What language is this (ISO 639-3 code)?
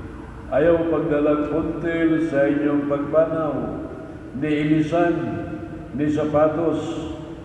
ceb